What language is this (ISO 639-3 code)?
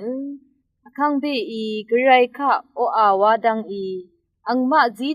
raw